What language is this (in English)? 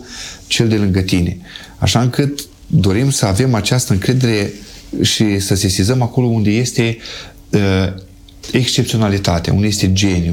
Romanian